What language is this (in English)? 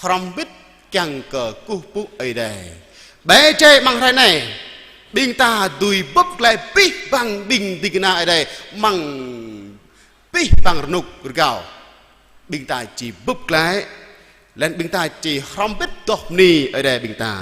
Jarai